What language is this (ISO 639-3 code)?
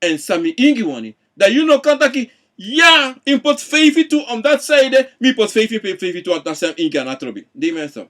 srn